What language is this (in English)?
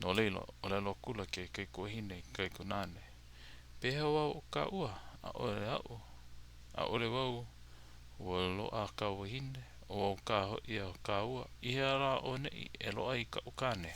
Hawaiian